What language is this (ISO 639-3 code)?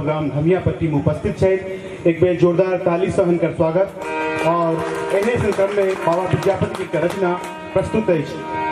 mai